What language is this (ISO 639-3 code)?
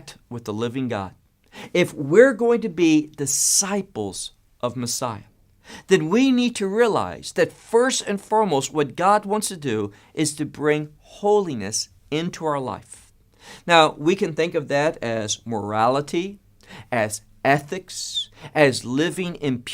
eng